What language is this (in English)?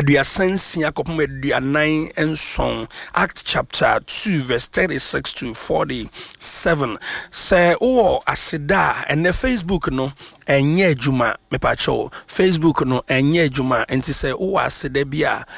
Akan